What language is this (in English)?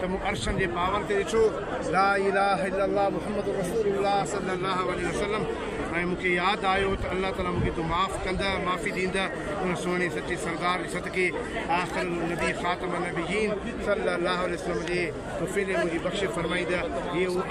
Sindhi